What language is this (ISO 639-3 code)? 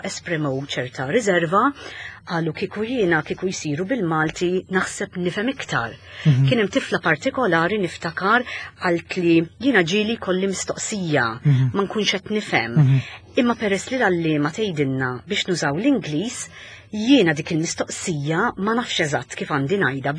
mlt